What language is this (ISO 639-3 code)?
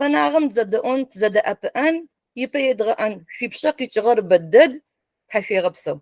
ady